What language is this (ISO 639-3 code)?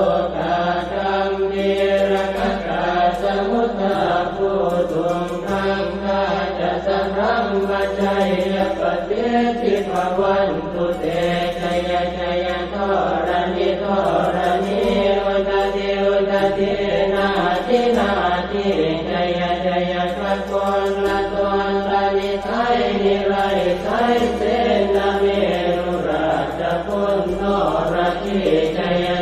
pli